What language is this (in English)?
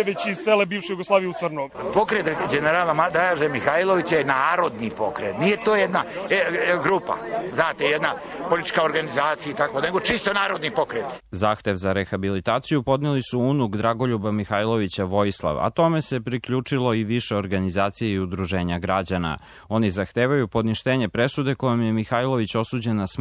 Serbian